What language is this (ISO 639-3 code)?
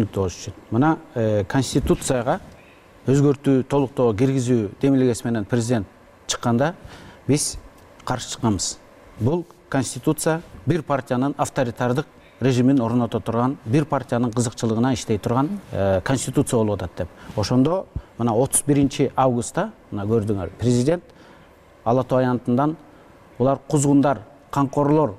kir